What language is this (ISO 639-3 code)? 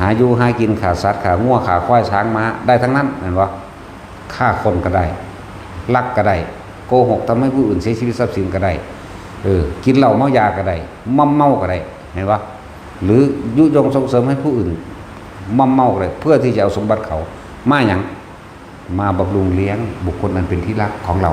tts